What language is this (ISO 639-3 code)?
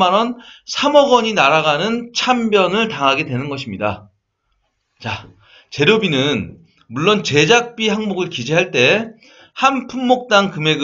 kor